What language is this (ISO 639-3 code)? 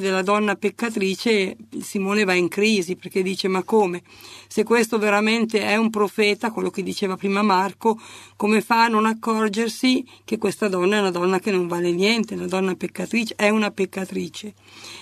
ita